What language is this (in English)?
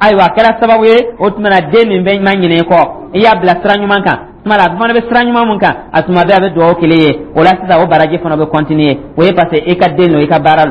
Dyula